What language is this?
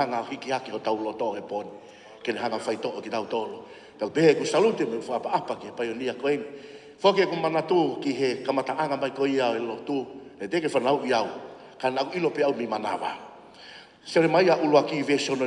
Tongan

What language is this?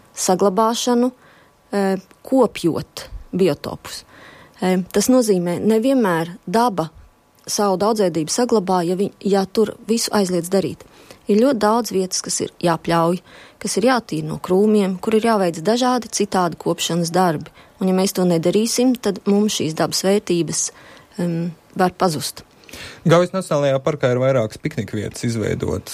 Latvian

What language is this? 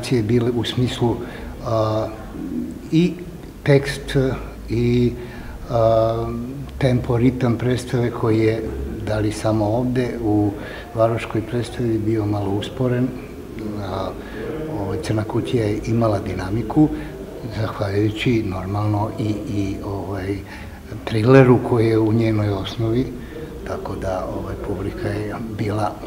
Serbian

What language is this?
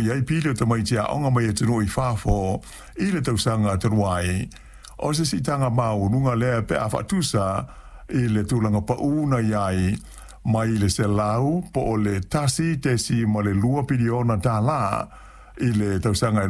Samoan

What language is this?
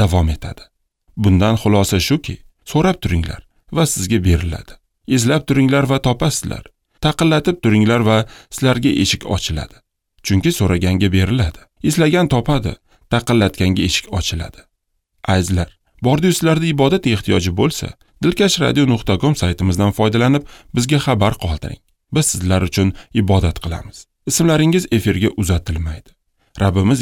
Uzbek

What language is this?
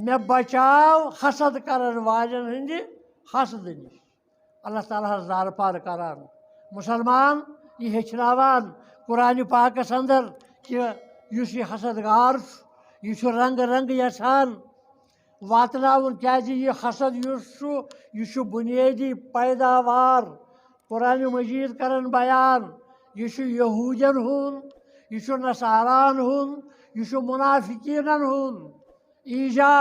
Kashmiri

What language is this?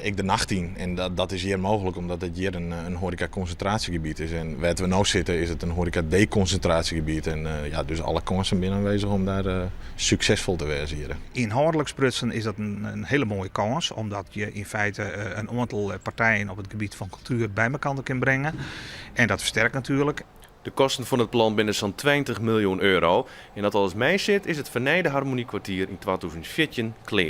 Western Frisian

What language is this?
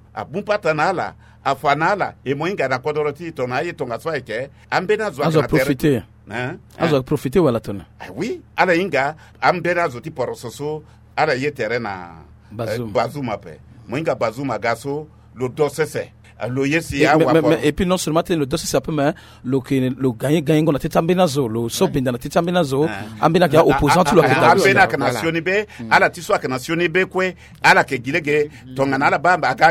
Sango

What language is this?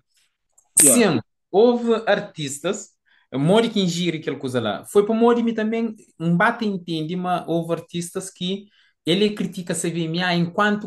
Kabuverdianu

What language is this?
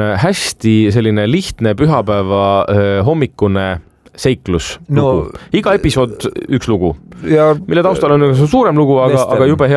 Estonian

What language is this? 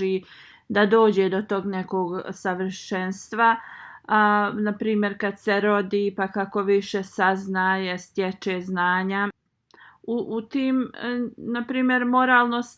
Bosnian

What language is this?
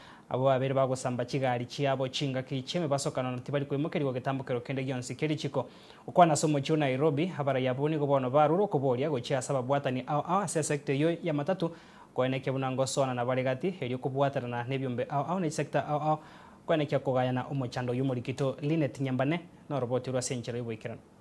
Gusii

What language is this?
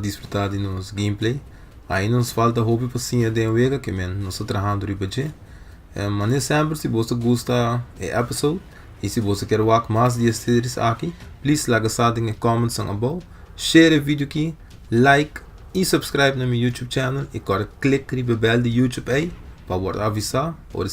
Papiamento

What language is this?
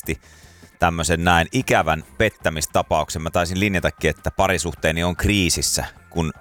Finnish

